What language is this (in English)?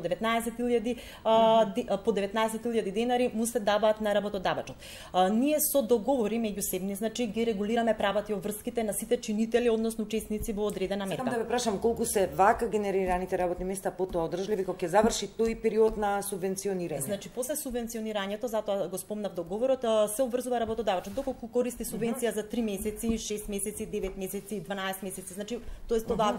Macedonian